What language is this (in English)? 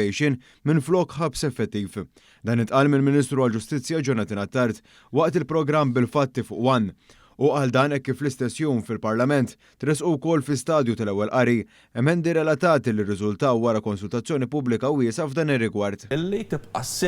Maltese